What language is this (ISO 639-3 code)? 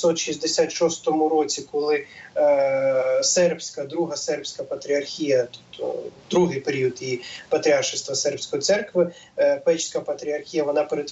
ukr